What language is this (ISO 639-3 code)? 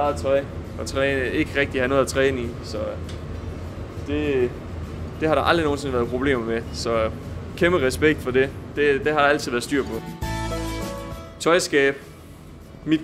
dan